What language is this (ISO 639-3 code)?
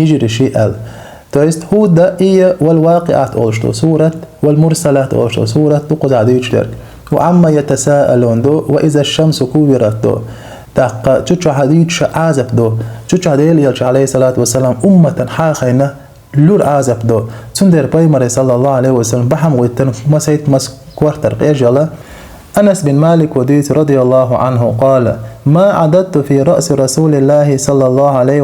che